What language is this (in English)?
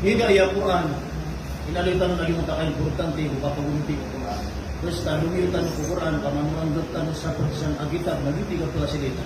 Maranao